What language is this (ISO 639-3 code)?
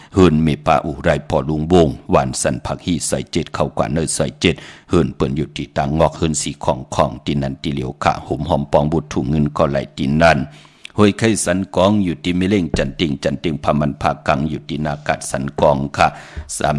shn